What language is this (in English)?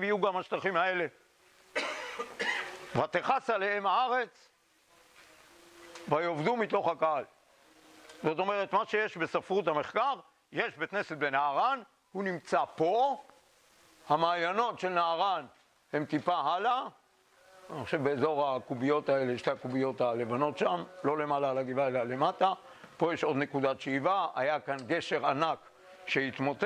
Hebrew